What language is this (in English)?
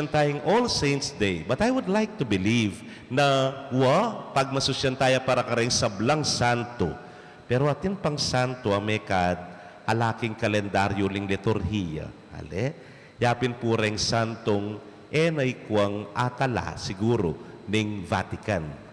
Pampanga